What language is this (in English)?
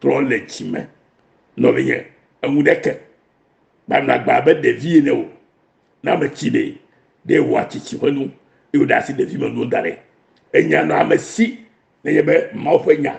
Ewe